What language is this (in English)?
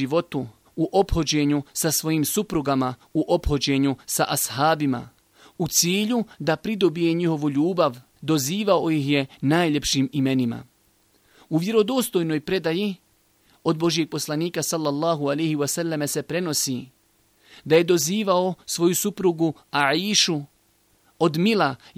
Bosnian